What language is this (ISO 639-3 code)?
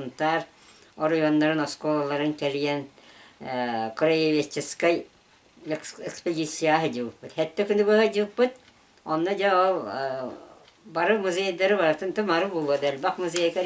sah